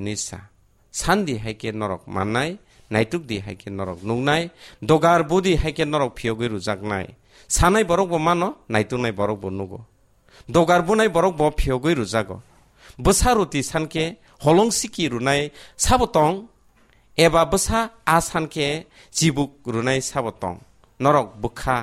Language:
Kok Borok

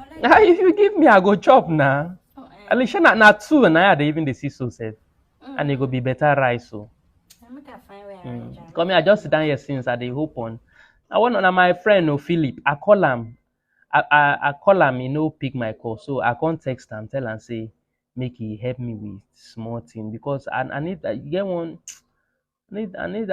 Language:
Nigerian Pidgin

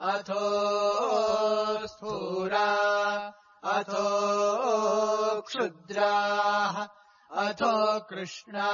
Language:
Sanskrit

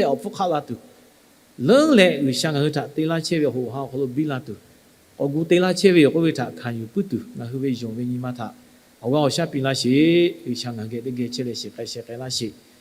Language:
Lahu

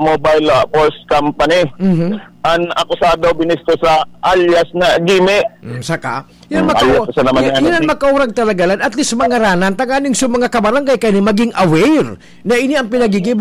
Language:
Bikol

